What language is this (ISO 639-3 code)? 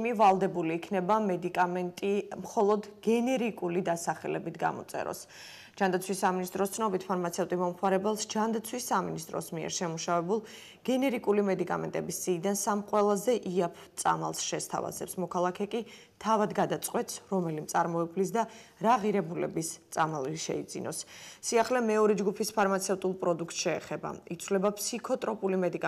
kat